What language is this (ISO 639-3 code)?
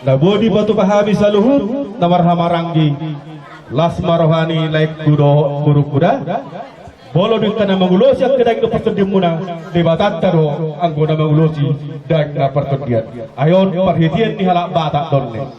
bbc